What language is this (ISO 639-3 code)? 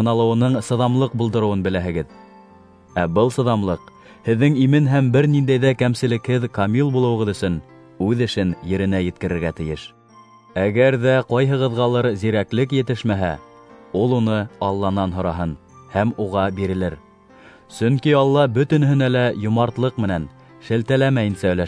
bak